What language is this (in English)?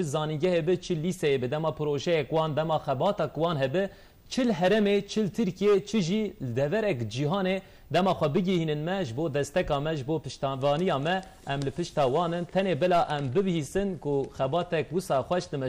Kurdish